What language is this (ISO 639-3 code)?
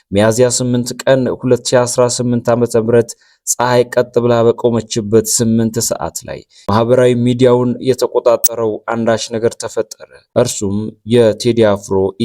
amh